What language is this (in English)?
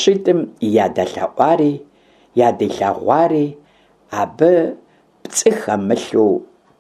Kabardian